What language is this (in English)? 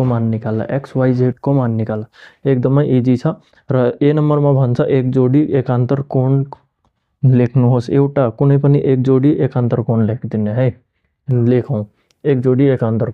Nepali